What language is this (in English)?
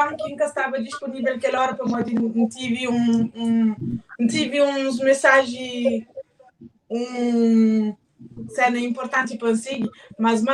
Kabuverdianu